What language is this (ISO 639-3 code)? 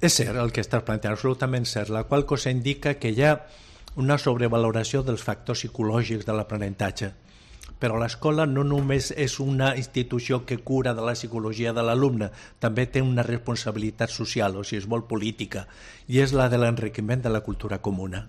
cat